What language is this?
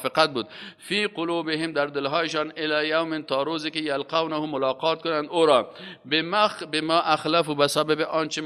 Persian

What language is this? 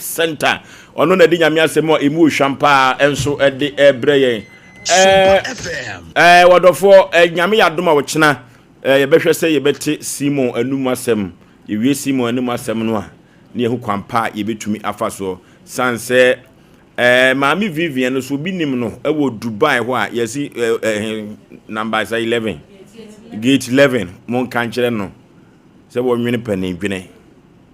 Akan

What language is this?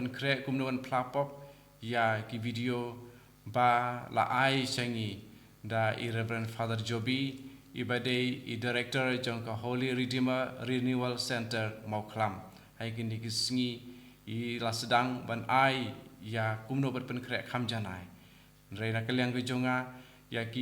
Khasi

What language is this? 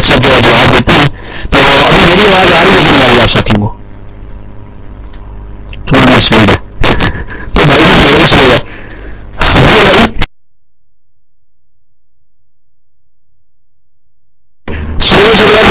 Urdu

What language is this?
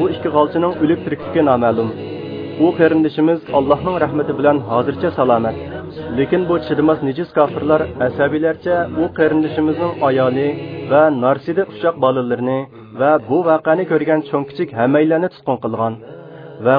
Uyghur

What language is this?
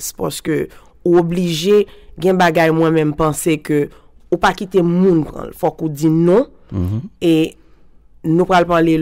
Haitian Creole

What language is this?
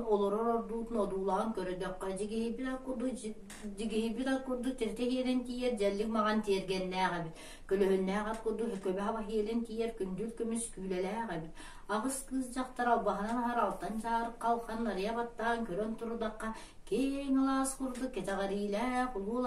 Yakut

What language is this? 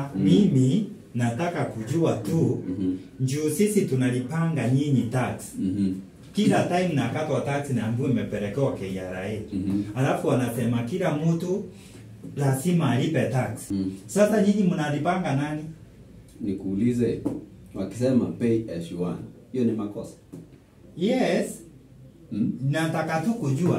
Swahili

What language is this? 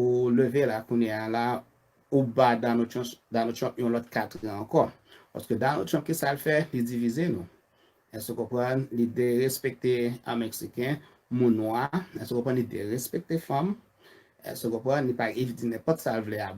Haitian Creole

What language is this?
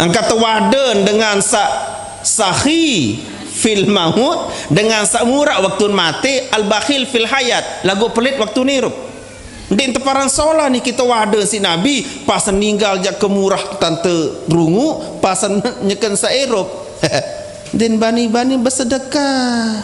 Sasak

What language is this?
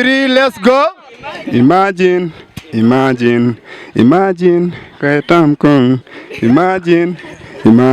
Acoli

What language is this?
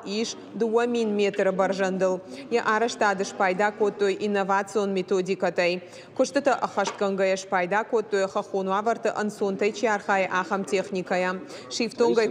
Ossetic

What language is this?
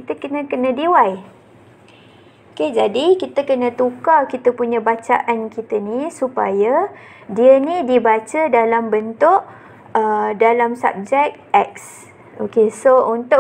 Malay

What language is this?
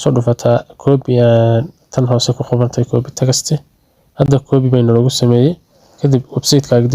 Somali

